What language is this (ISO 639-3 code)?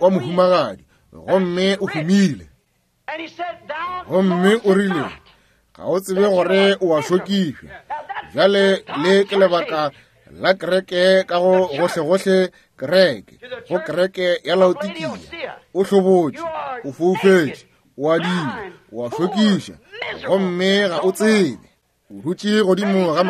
nso